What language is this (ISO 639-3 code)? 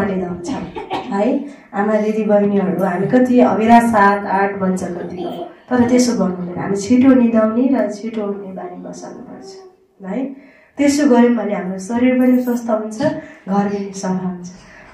nep